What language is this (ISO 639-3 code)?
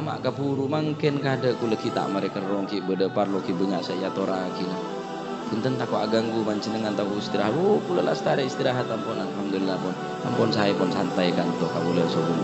mad